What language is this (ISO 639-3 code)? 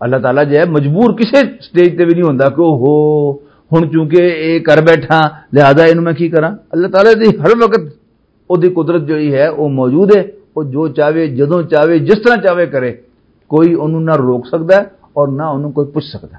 lah